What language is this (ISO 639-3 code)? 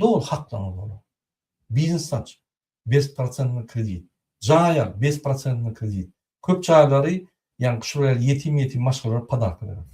tuk